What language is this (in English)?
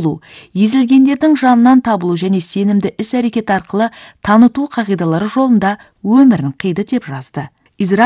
Kazakh